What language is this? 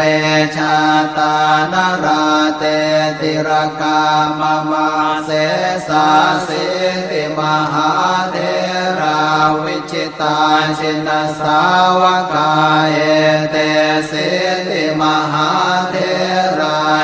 Pali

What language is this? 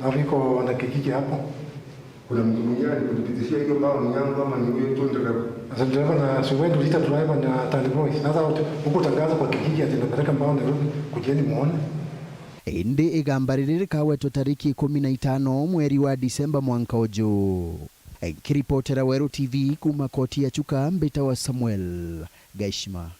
Meru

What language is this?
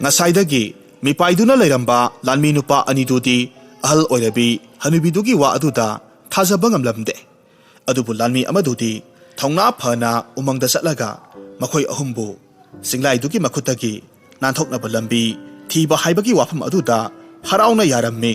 Manipuri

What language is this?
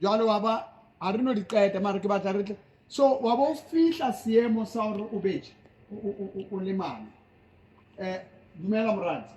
Southern Sotho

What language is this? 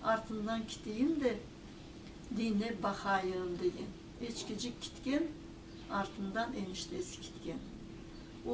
Crimean Tatar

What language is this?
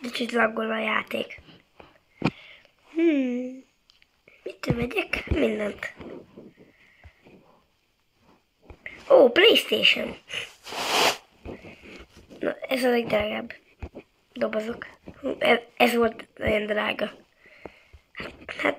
Hungarian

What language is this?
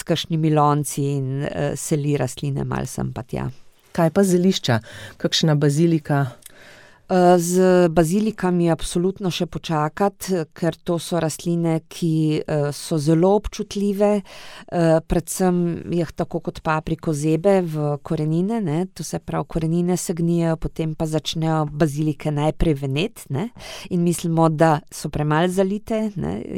Slovenian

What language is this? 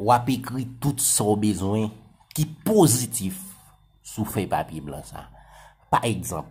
Haitian Creole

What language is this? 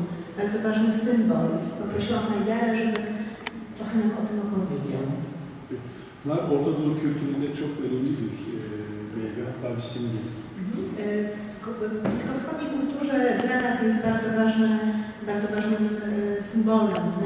Polish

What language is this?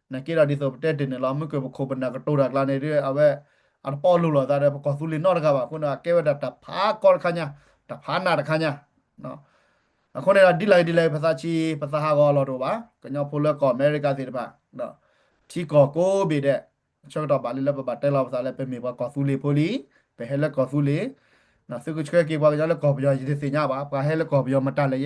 S'gaw Karen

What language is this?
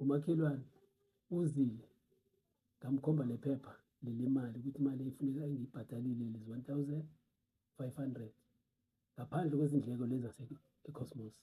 Zulu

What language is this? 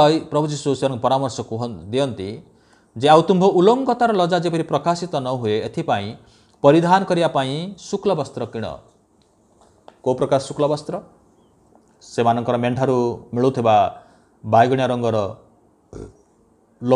Odia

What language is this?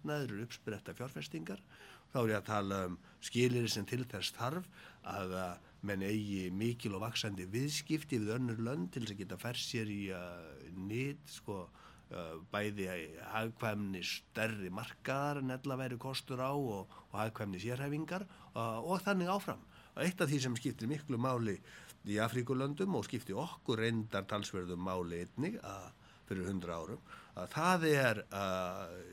Icelandic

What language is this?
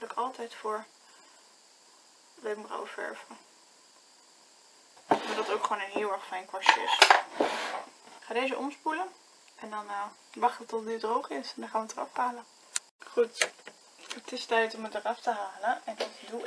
Dutch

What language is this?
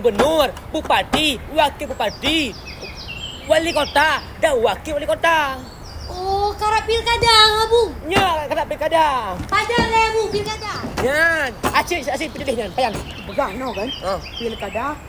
Achinese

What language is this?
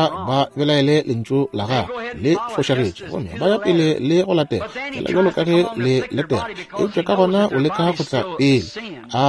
Northern Sotho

